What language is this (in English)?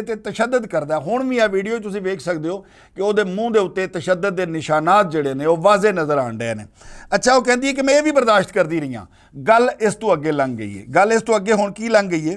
Western Panjabi